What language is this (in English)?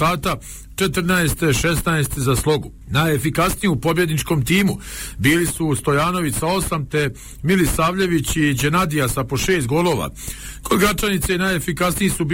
Bosnian